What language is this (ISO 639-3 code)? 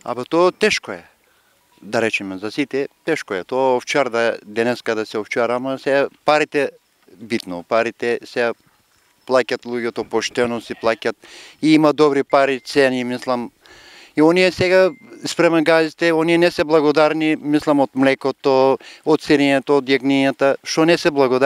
mkd